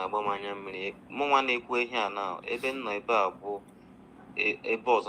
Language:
Igbo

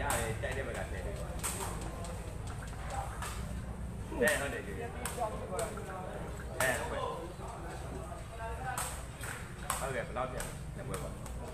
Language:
Burmese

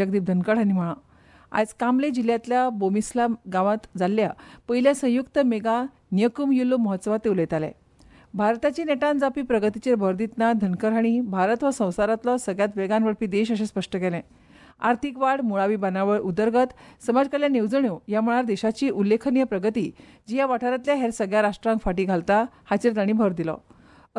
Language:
Konkani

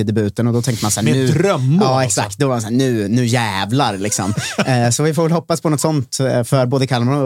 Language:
Swedish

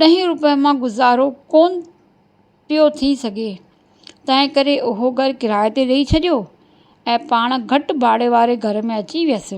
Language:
Sindhi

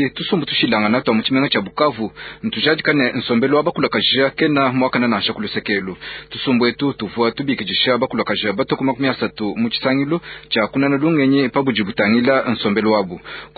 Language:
Luba-Lulua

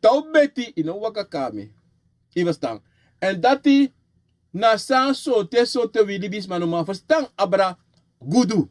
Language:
Sranan Tongo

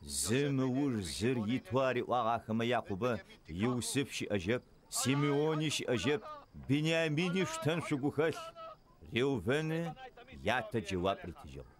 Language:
Adyghe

